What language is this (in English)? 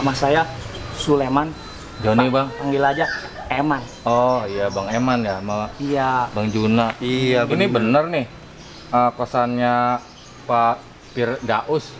Betawi